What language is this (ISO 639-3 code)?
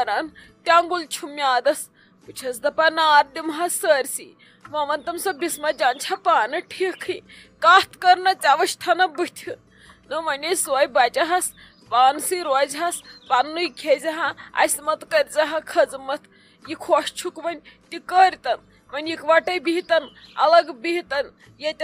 kas